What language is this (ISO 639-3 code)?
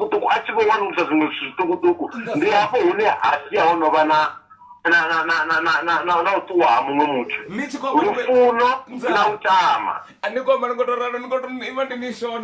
ven